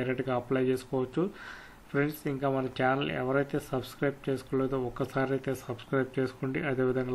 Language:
Telugu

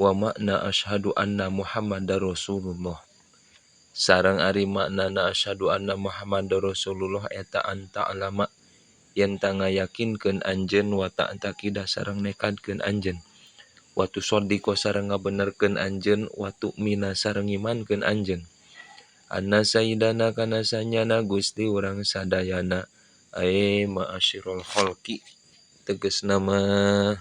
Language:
Sundanese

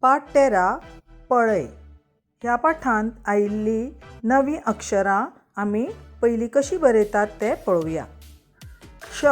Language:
Konkani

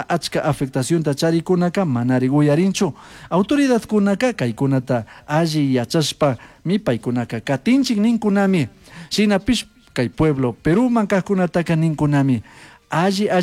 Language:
Chimborazo Highland Quichua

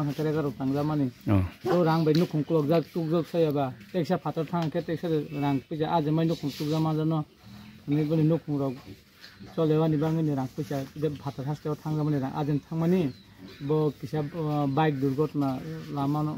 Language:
Kok Borok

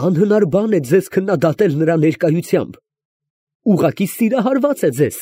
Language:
Armenian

